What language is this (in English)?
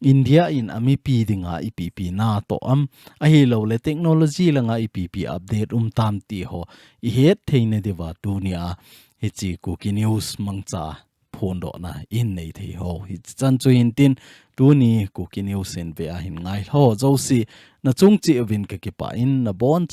Thado Chin